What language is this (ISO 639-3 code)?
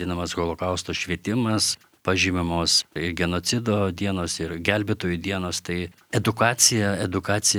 lit